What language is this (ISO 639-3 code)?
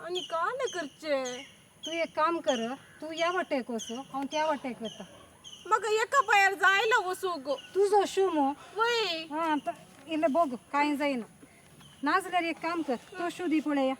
kok